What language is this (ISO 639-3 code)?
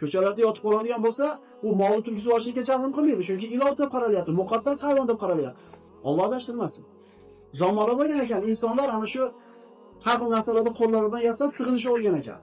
uzb